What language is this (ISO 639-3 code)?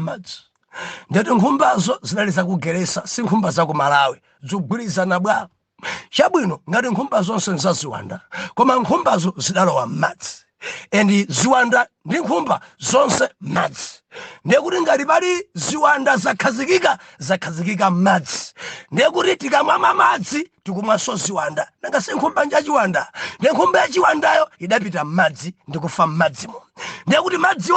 nya